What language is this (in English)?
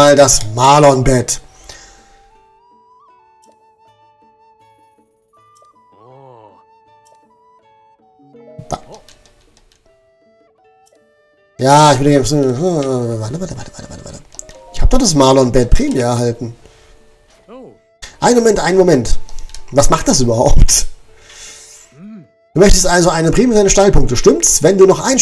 German